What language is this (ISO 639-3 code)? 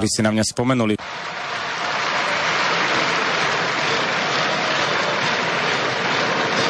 slk